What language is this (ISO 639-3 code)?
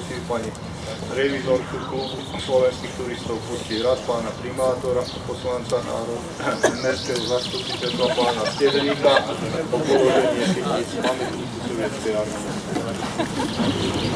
slk